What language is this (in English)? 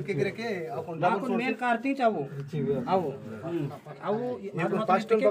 Gondi